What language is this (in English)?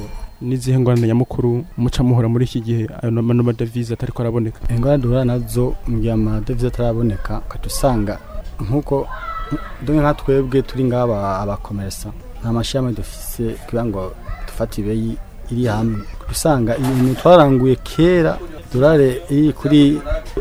Rundi